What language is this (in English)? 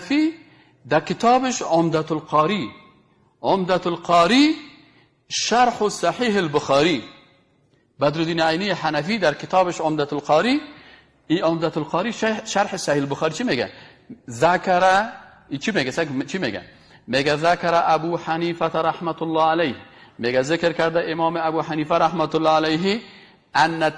Persian